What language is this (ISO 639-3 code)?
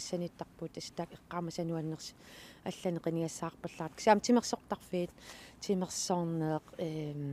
kal